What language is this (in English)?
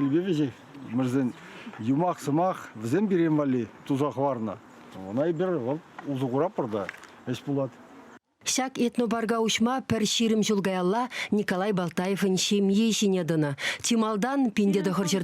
Chuvash